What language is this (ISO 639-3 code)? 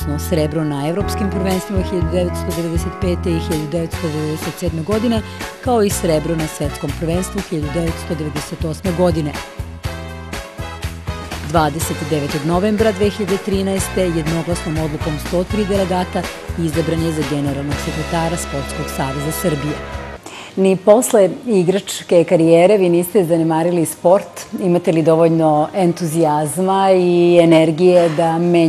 srp